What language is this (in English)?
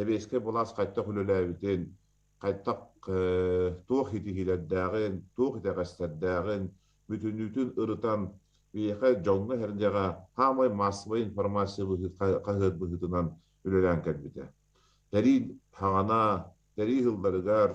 Yakut